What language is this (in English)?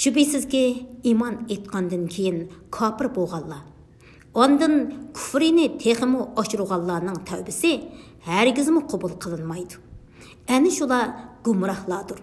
Uyghur